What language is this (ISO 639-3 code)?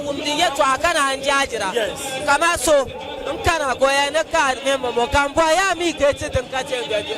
dag